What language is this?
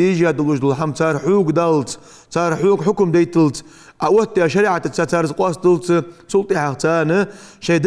Ingush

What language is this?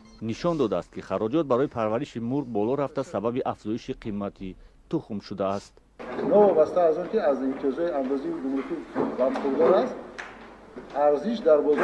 Tajik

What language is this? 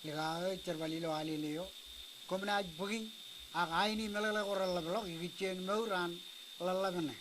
Marshallese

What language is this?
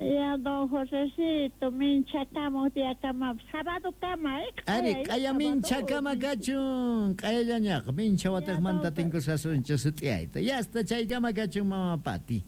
South Bolivian Quechua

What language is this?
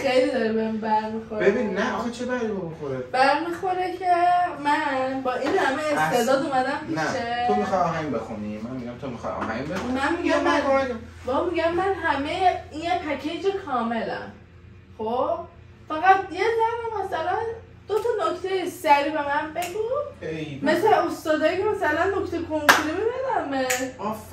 Persian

